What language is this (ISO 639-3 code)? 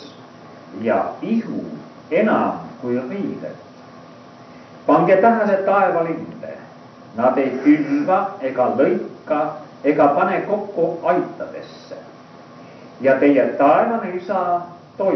est